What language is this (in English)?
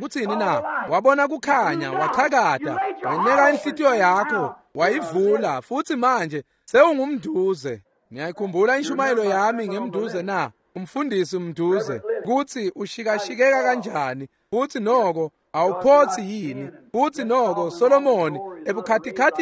Swati